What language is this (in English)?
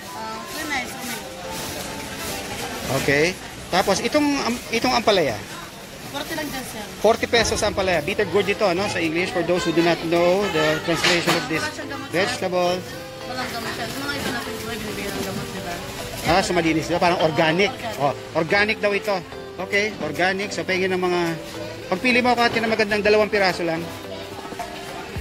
Filipino